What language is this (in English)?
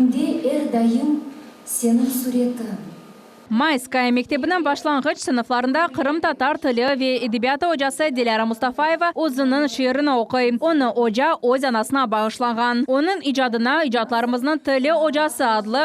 Crimean Tatar